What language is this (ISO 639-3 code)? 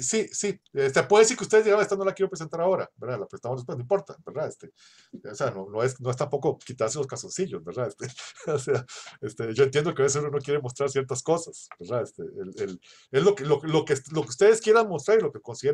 spa